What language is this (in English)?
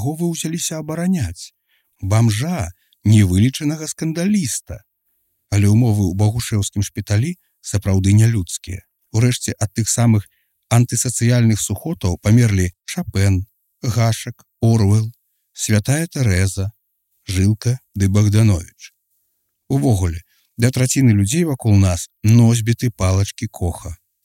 Belarusian